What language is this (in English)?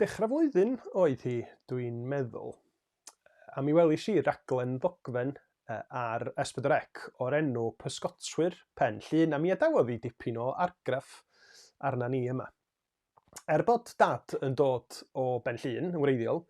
Welsh